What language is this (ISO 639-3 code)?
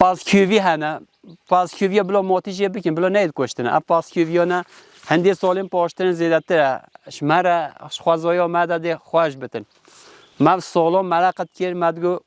kur